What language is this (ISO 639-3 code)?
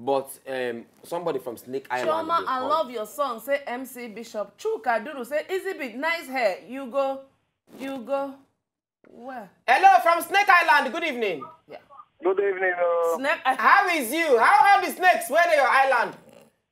pcm